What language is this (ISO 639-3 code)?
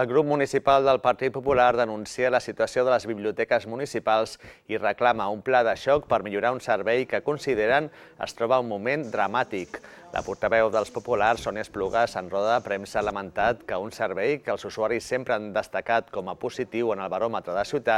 cat